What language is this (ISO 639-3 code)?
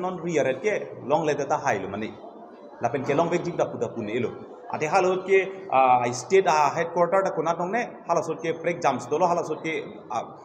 mjw